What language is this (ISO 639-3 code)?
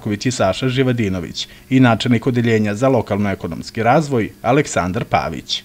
srp